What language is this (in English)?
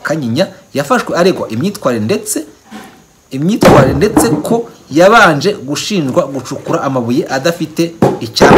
Kinyarwanda